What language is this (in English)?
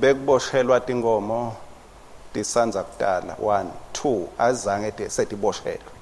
Swati